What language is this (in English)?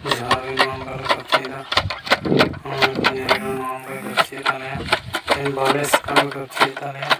Santali